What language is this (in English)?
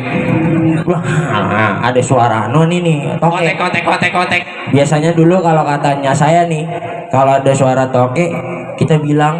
Betawi